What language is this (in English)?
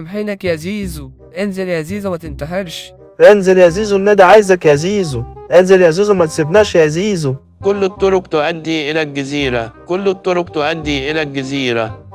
Egyptian Arabic